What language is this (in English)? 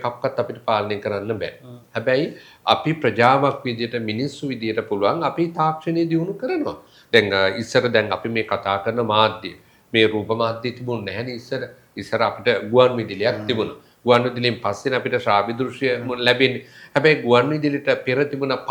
Sinhala